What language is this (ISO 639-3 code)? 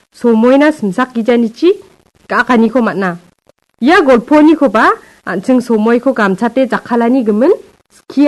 grt